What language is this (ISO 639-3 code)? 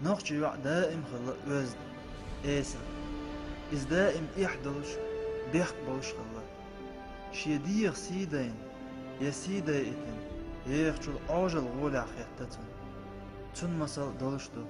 che